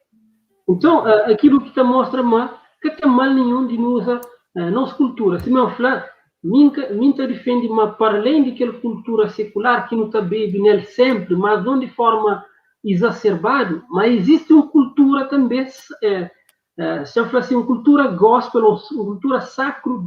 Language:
Kabuverdianu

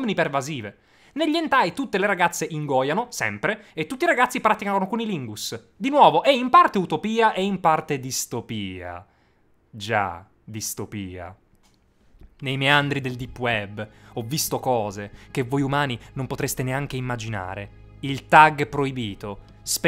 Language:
Italian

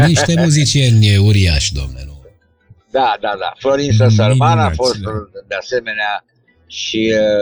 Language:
Romanian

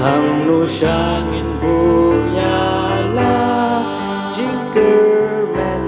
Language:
Khasi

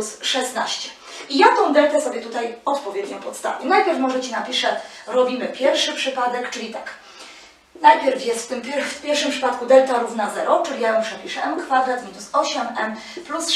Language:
Polish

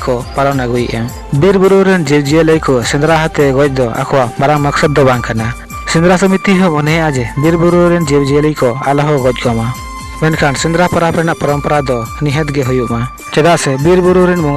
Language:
Santali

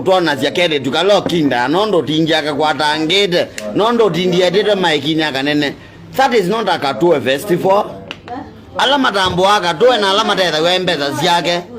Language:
Kamba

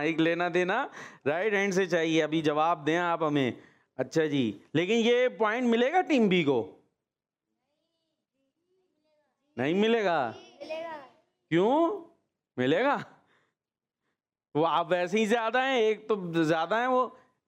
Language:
Hindi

